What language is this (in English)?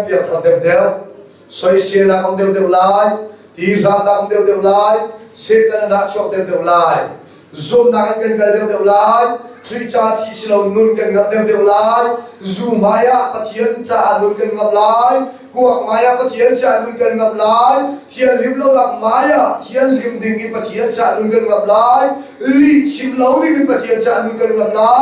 Hakha Chin